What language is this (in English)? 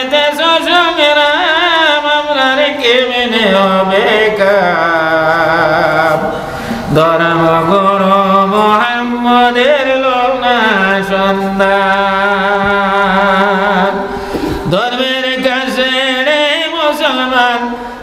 Sylheti